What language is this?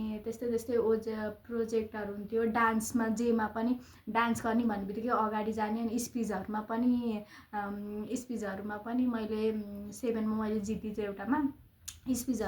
Nepali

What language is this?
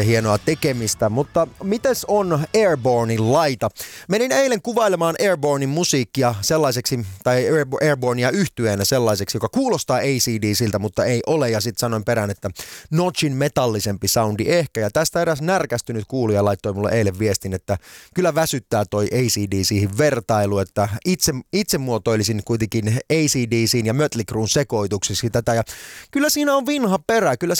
Finnish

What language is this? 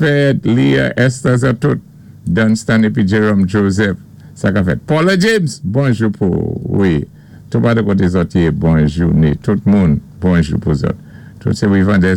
Saint Lucian Creole French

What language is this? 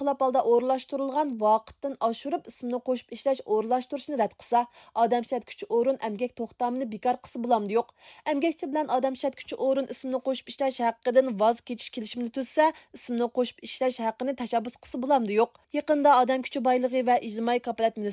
Uyghur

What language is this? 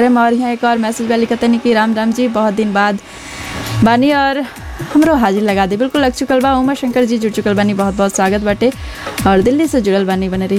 Bhojpuri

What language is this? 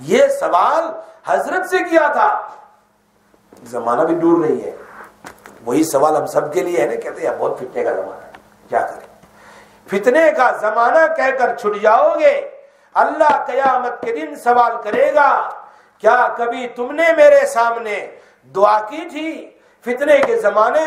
Urdu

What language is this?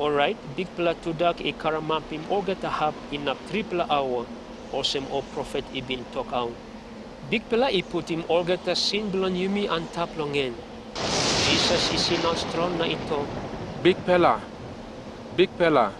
Tok Pisin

